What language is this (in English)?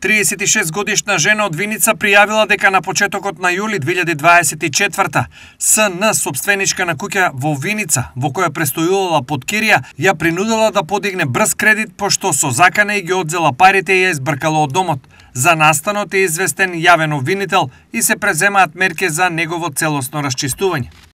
Macedonian